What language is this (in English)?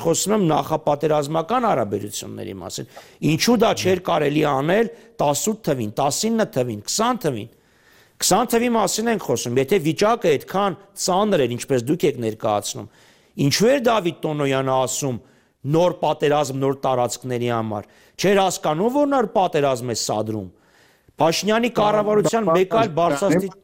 Armenian